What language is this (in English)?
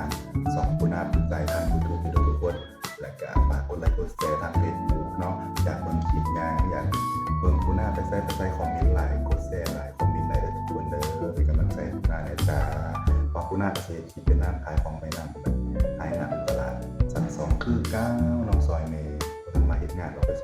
Northeastern Thai